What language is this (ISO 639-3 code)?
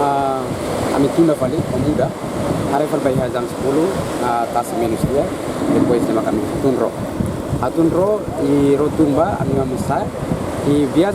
tet